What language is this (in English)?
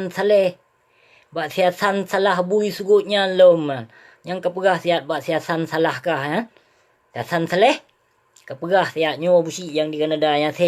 Achinese